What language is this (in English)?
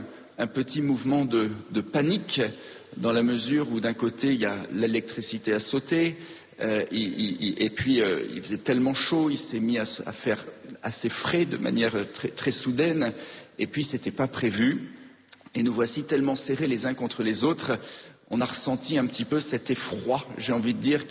French